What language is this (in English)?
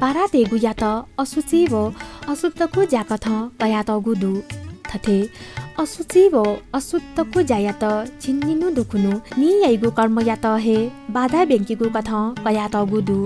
Newari